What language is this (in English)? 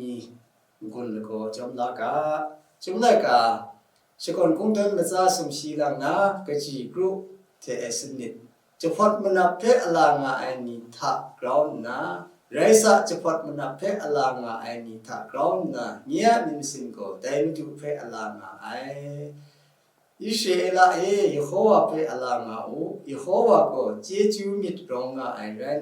Kachin